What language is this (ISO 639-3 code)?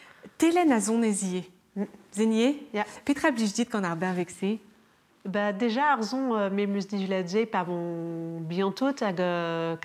bre